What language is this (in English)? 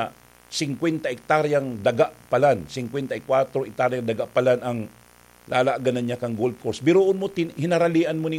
Bikol